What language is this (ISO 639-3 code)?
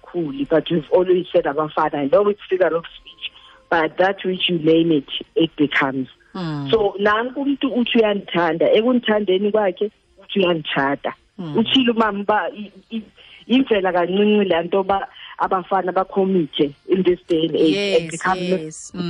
xho